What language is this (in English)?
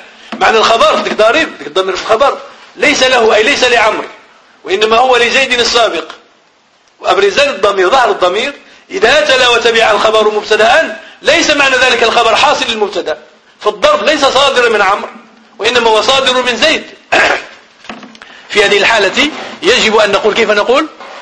Arabic